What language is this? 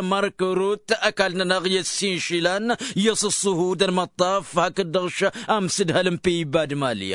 Tamasheq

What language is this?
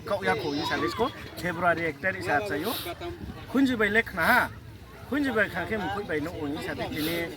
Riang (India)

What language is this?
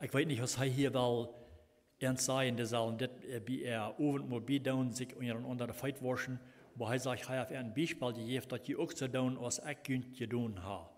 Plautdietsch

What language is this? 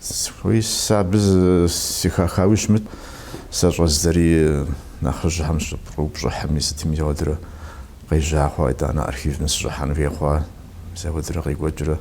Kabardian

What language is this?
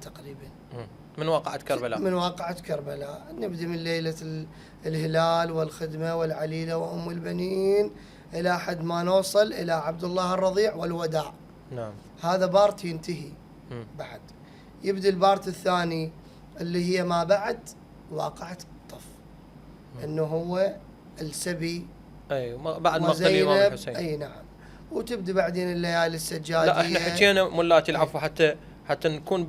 Mesopotamian Arabic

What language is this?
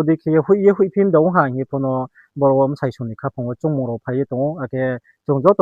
Riang (India)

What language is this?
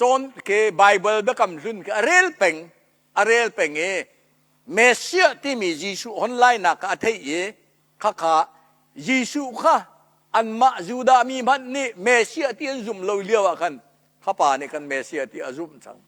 Hakha Chin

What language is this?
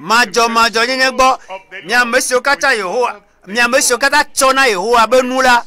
Ewe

